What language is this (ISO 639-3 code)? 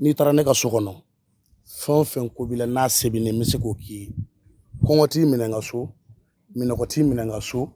bam